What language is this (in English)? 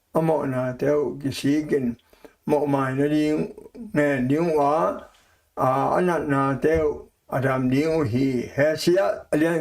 Tedim Chin